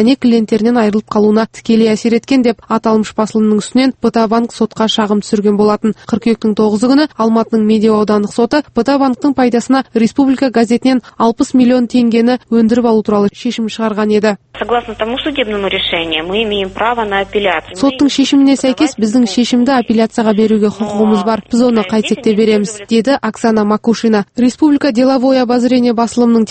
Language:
Kazakh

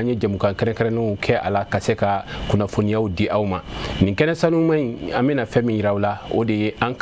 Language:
Bambara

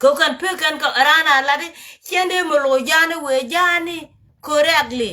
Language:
Nuer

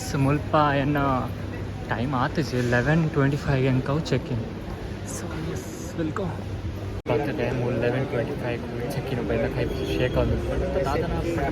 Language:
Tulu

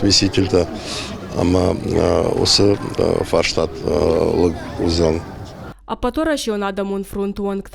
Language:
Ossetic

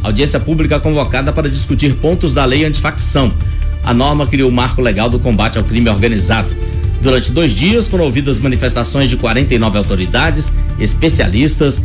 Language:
Portuguese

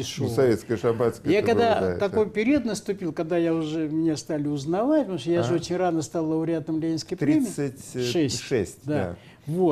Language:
Russian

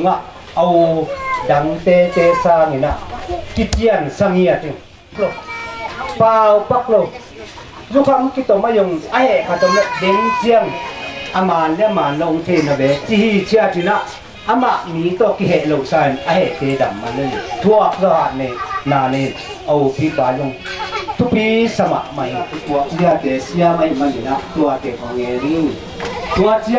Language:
Tedim Chin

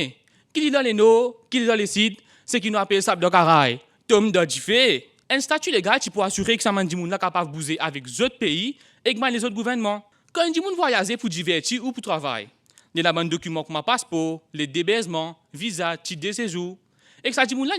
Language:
Morisyen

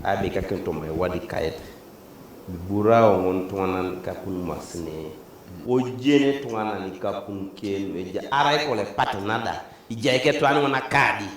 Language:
Teso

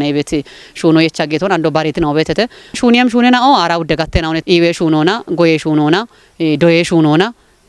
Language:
Kafa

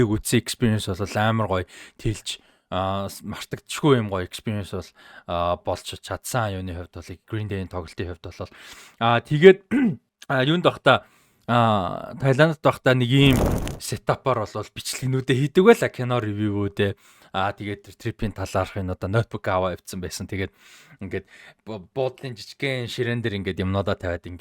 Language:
Mongolian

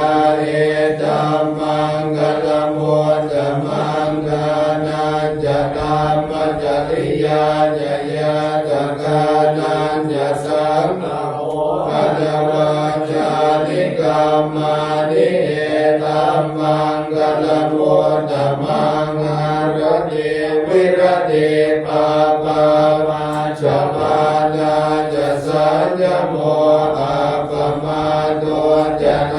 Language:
Pali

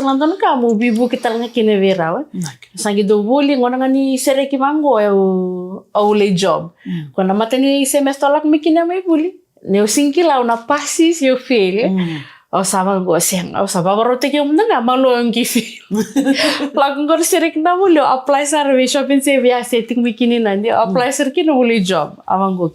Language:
Fijian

